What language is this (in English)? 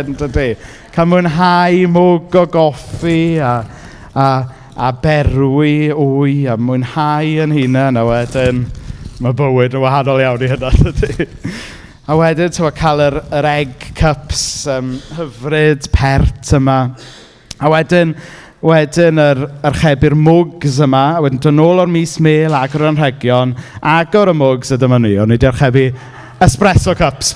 Welsh